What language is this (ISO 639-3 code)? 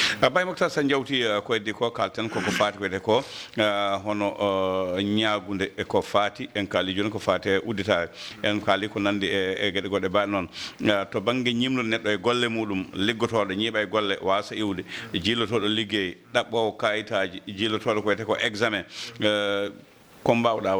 ful